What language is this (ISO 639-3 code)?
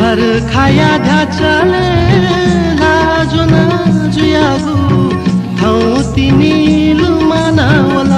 new